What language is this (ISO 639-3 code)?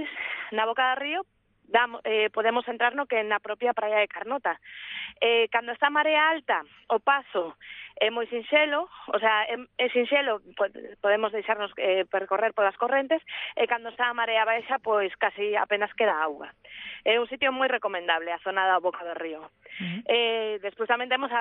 glg